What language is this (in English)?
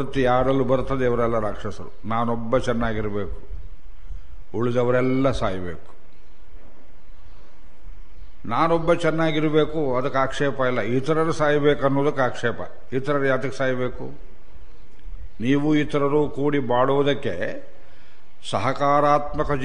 Kannada